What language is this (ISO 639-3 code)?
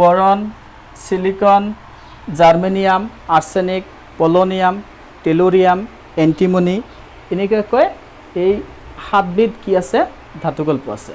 asm